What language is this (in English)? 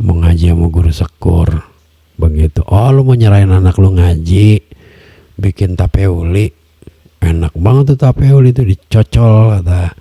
Betawi